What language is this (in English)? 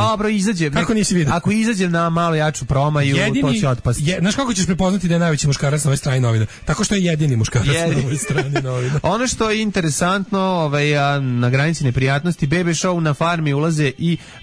Serbian